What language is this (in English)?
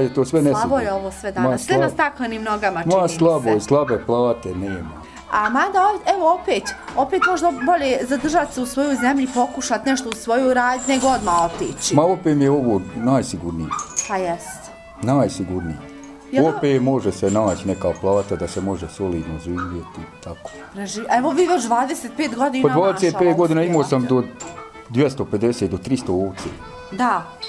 Bosnian